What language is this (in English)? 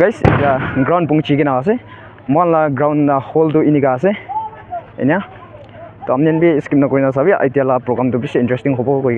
Naga Pidgin